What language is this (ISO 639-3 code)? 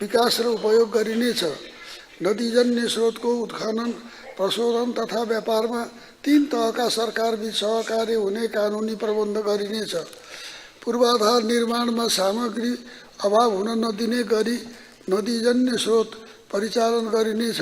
nep